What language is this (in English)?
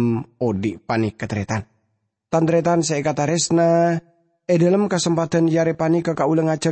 Madurese